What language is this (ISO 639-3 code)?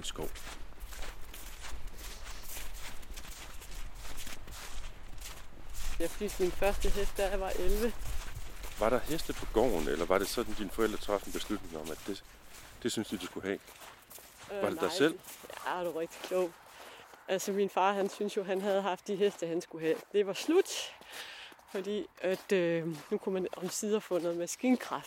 dan